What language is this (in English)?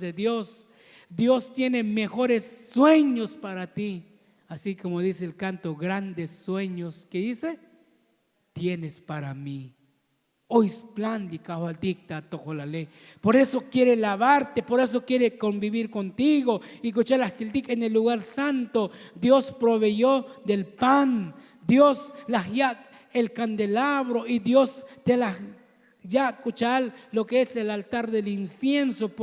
Tzotzil